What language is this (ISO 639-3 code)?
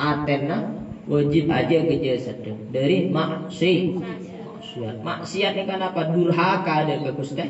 mad